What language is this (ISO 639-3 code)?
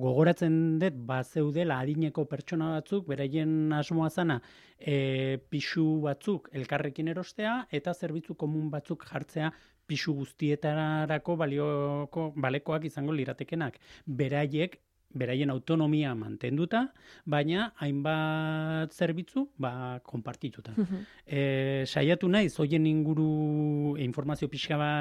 eus